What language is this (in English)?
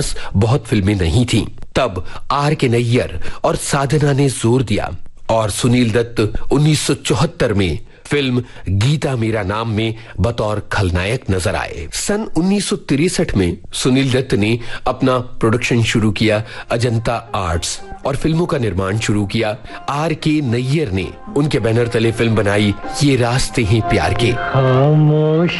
Hindi